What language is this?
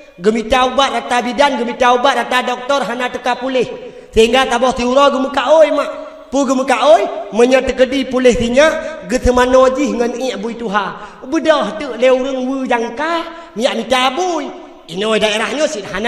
Achinese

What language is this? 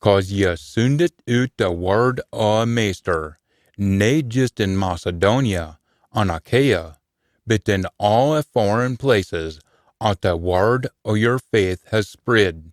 Scots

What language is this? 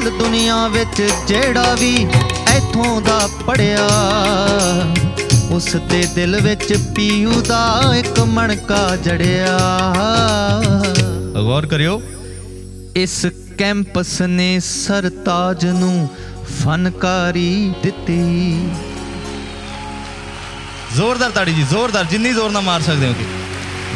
Punjabi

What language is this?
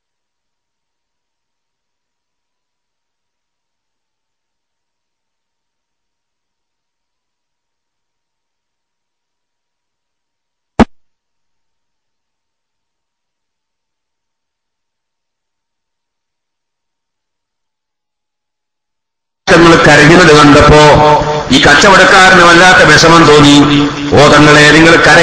Malayalam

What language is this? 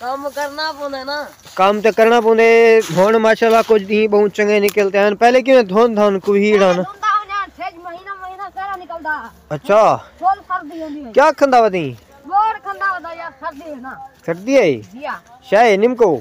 Saraiki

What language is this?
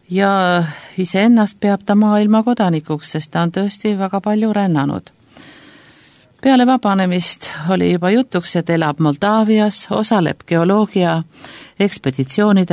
Estonian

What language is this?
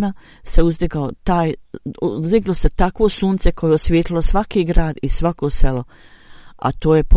Bosnian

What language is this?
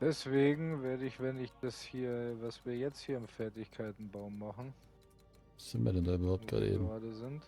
Bavarian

